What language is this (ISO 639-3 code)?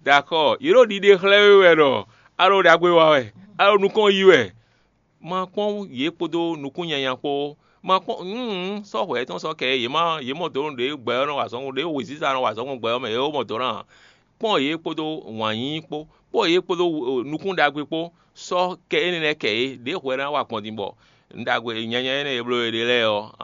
fon